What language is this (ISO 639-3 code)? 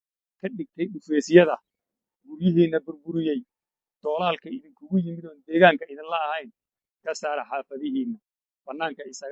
som